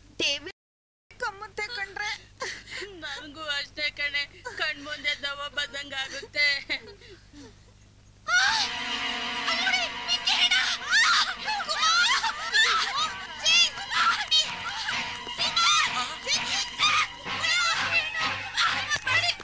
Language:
Kannada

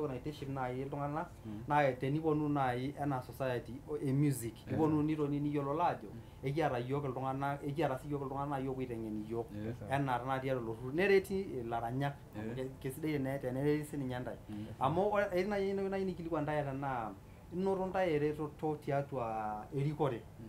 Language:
Masai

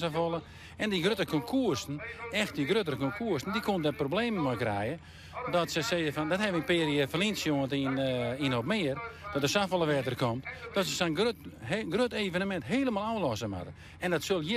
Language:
Western Frisian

